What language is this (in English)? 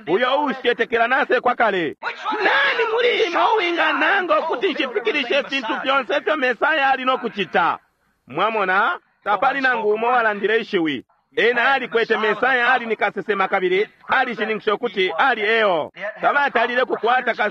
Bemba